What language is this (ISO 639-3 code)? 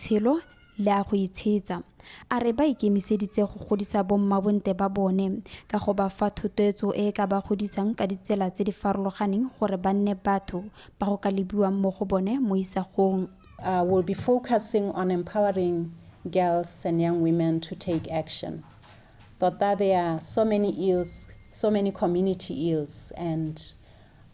tsn